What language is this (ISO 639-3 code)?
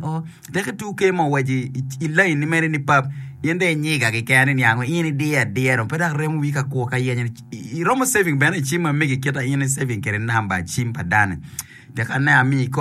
ach